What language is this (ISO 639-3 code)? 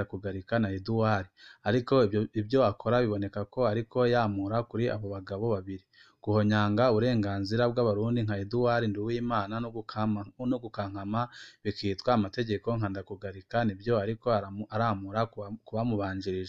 run